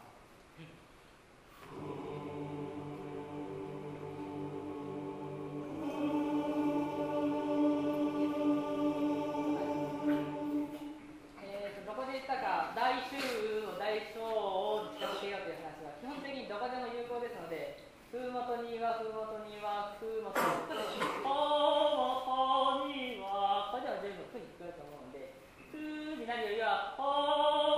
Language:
Japanese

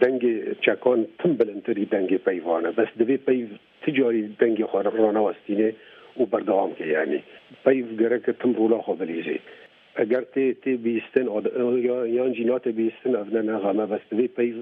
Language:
Kurdish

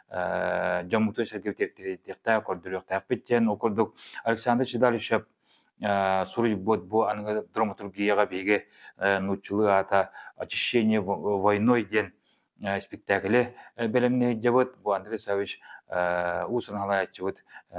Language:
Yakut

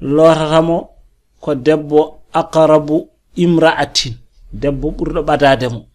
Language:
Fula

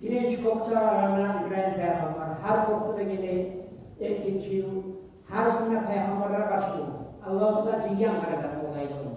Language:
Kumyk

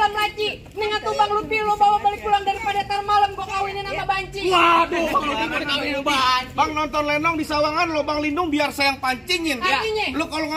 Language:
Betawi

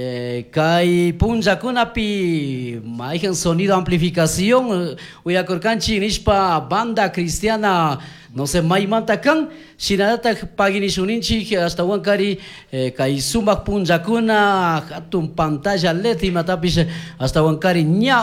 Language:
Chimborazo Highland Quichua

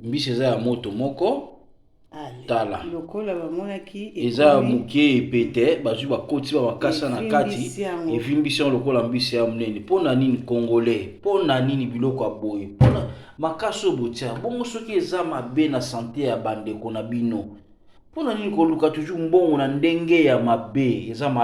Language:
Lingala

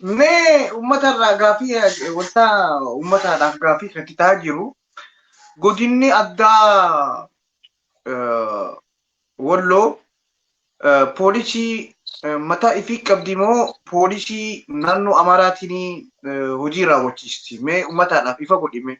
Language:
Oromo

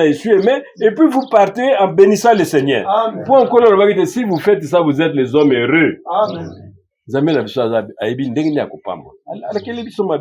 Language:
Lingala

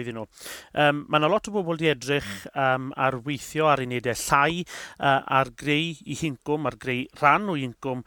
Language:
Welsh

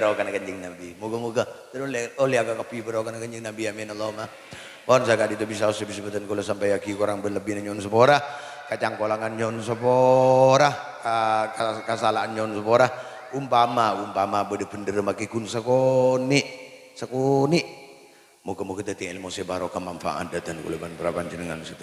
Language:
Madurese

